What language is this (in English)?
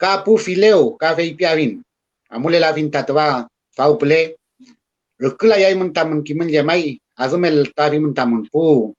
Mapuche